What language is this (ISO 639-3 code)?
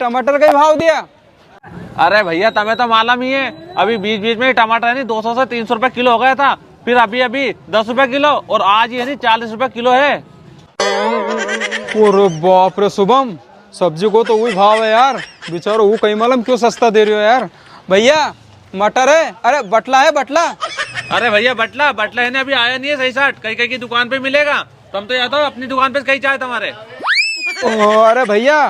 raj